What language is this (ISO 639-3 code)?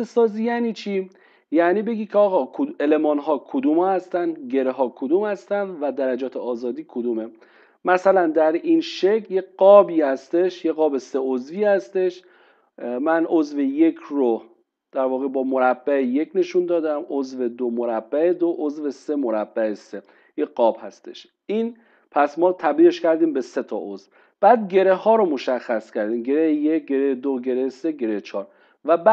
fas